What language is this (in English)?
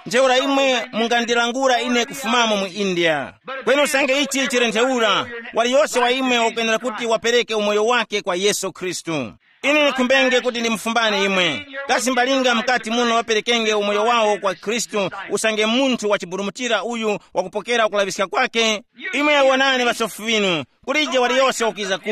Tumbuka